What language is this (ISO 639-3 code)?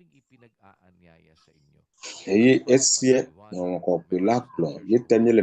ewe